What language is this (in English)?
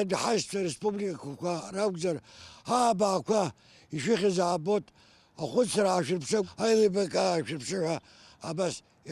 Abkhazian